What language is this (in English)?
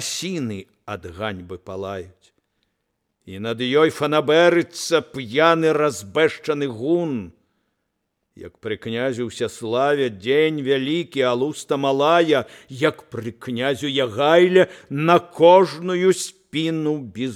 Belarusian